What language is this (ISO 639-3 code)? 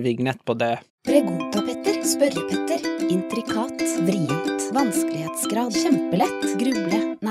nor